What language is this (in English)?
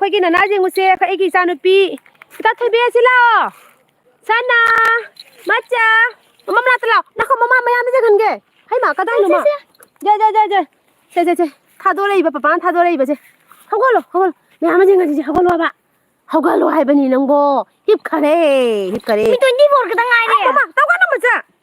Manipuri